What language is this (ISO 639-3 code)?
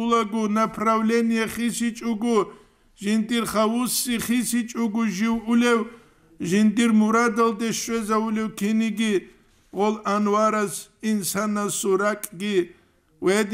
ava